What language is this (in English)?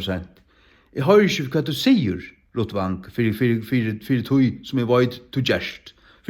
Faroese